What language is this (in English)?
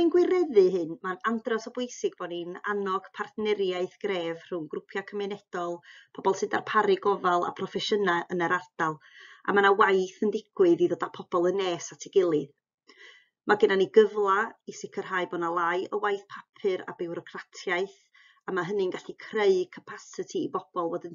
Welsh